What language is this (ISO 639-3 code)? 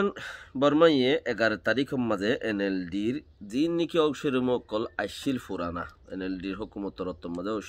rhg